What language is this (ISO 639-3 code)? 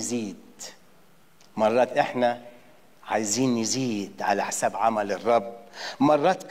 arz